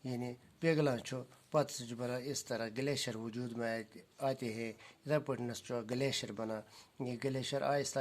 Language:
Kashmiri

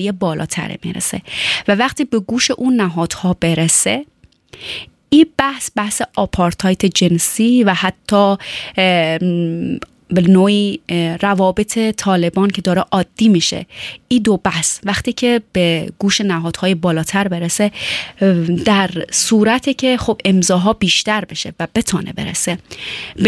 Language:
Persian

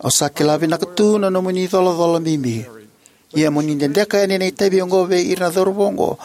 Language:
Fijian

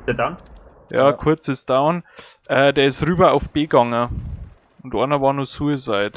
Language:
Bavarian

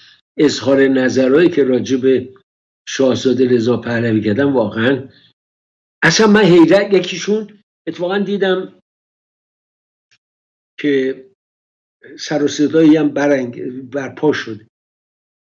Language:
Persian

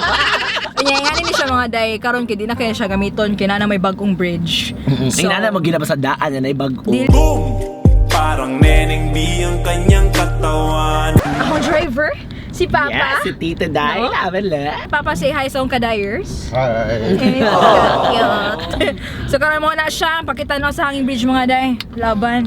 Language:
Cebuano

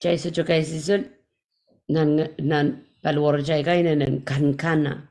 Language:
Pohnpeian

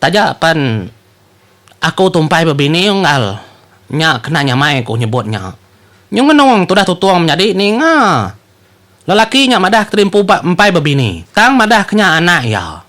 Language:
Iban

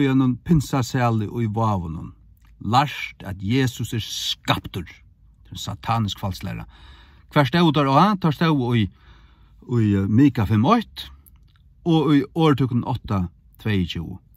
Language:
Faroese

